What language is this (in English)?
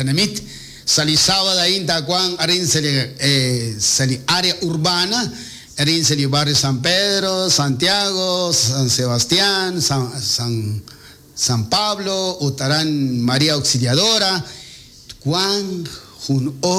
Kekchí